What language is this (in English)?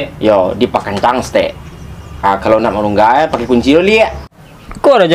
Minangkabau